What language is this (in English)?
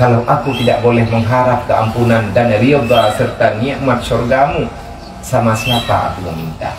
Achinese